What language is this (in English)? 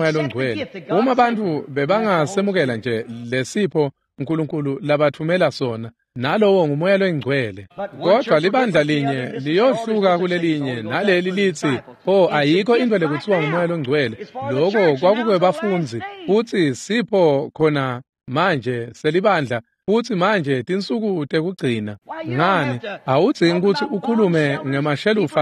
Swati